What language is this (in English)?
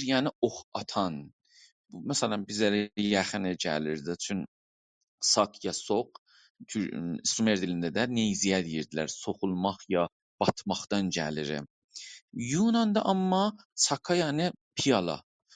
South Azerbaijani